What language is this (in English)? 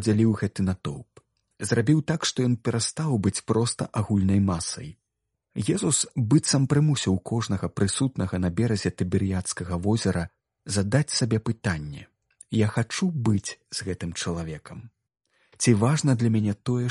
Belarusian